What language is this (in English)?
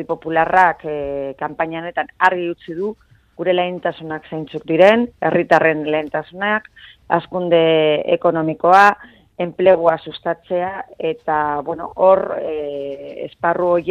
Basque